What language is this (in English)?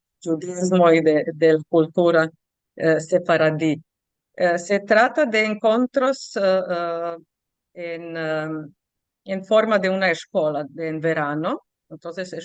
Ladino